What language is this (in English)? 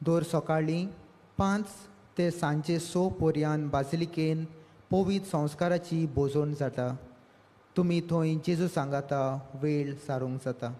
Konkani